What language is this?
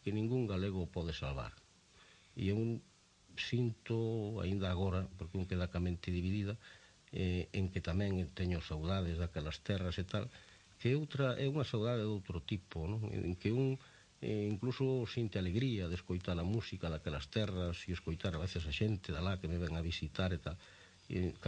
Galician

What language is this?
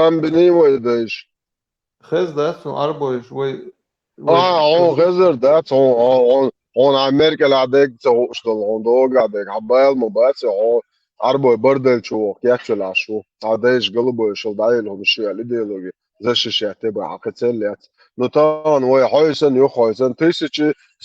Chechen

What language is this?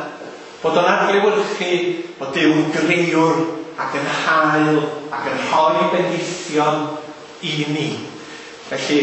Welsh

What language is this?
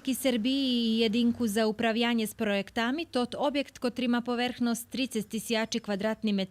Rusyn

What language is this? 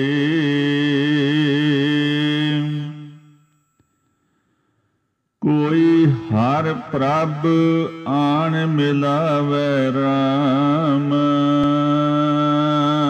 Punjabi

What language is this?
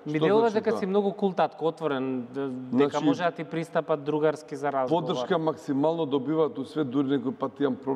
Macedonian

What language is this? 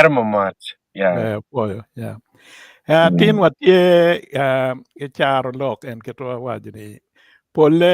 Acoli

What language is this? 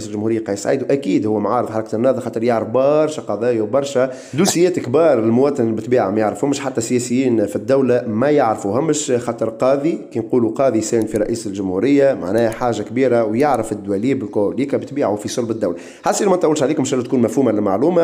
Tunisian Arabic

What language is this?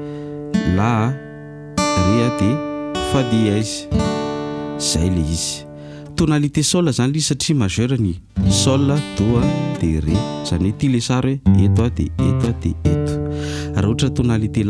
Malagasy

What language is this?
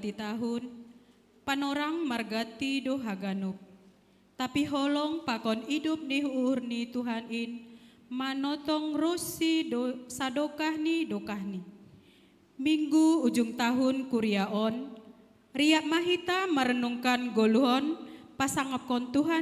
Batak Simalungun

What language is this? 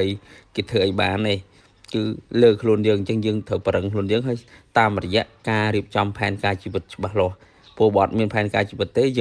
Khmer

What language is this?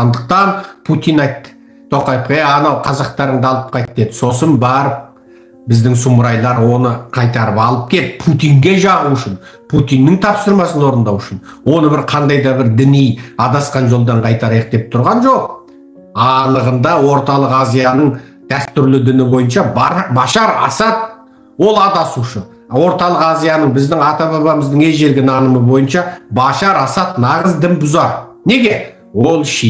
Kazakh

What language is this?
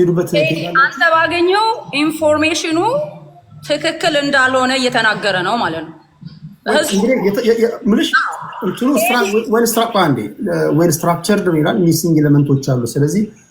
Amharic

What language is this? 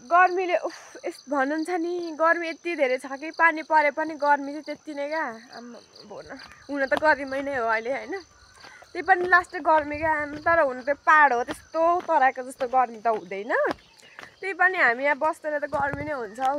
Nepali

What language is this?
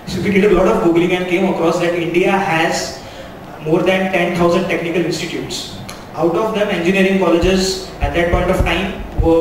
English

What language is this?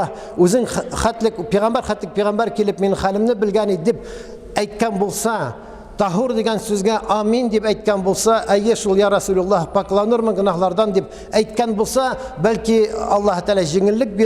Tatar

